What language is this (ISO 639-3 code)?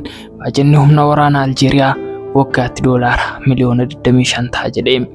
orm